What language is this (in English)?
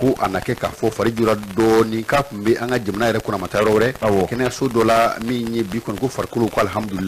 Bambara